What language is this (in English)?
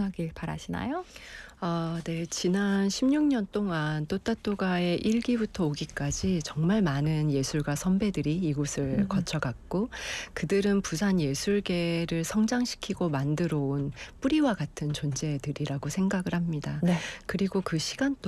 Korean